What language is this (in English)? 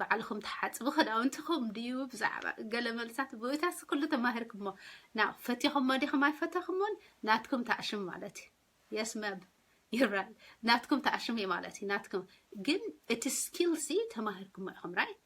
Tigrinya